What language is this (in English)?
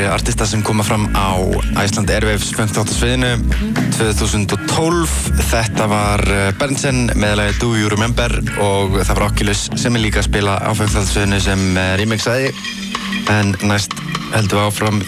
Icelandic